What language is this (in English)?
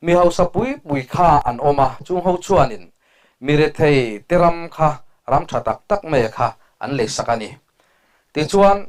Mizo